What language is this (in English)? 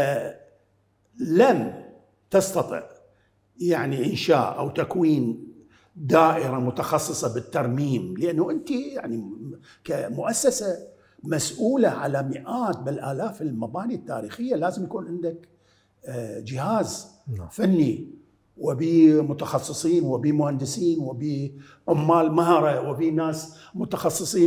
Mesopotamian Arabic